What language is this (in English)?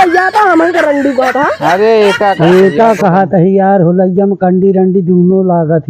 Awadhi